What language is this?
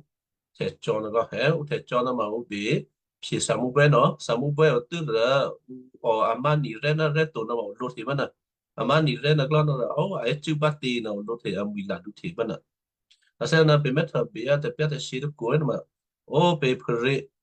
Western Kayah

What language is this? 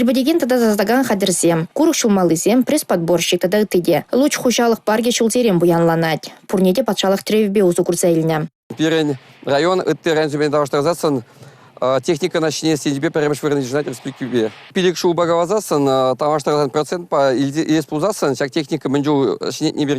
Chuvash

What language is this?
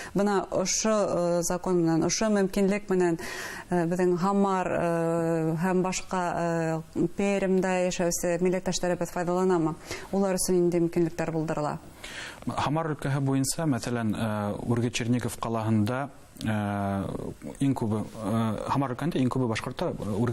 Bashkir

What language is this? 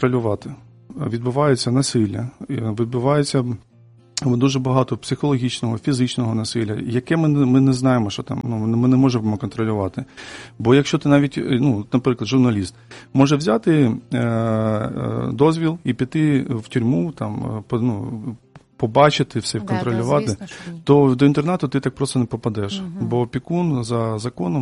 Ukrainian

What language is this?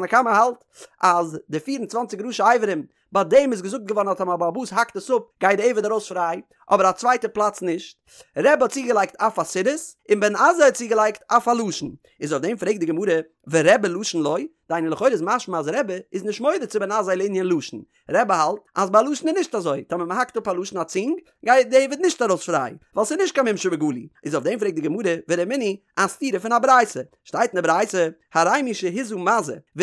Yiddish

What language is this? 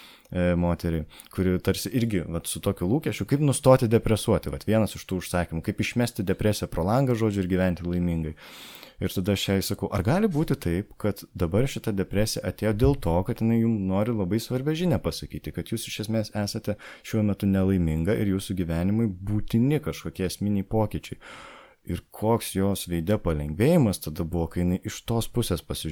Lithuanian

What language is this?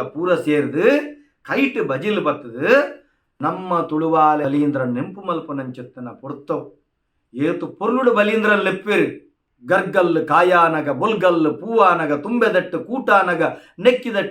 Tulu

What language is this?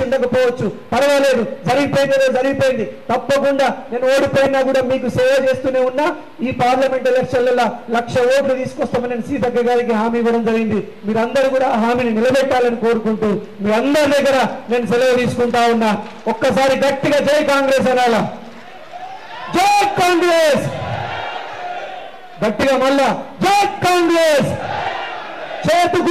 Telugu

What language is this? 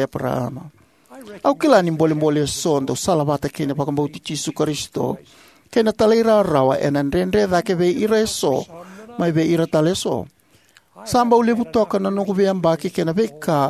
Fijian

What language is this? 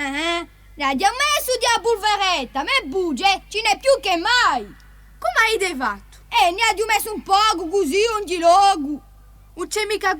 Corsican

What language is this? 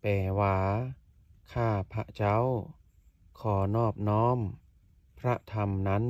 Lao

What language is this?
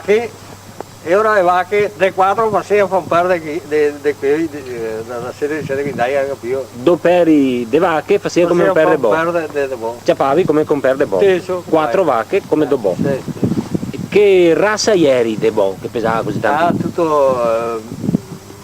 Venetian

